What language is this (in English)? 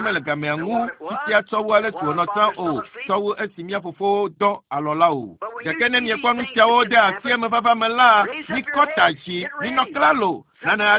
Ewe